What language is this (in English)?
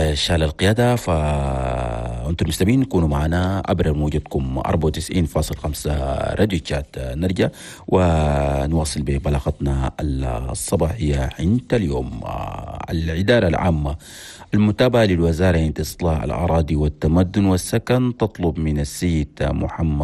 Chadian Arabic